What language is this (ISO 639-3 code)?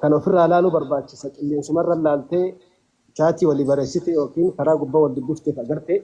orm